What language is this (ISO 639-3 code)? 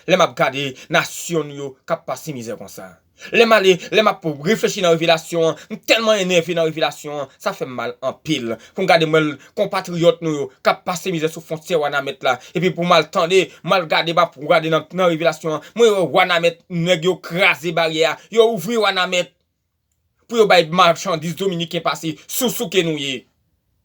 hat